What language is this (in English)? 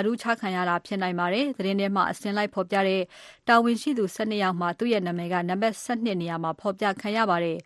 Burmese